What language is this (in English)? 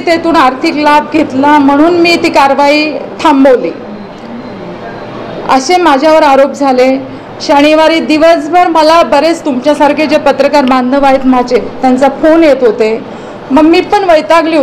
Marathi